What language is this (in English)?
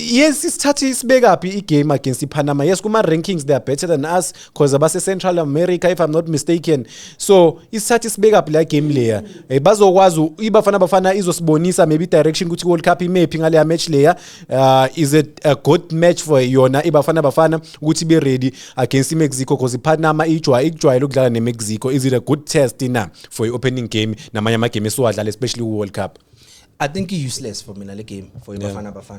Zulu